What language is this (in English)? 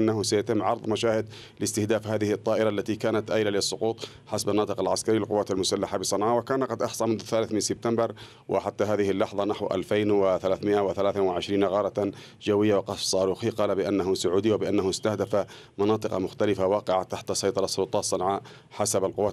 Arabic